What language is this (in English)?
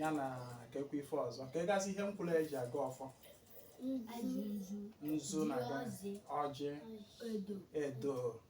Igbo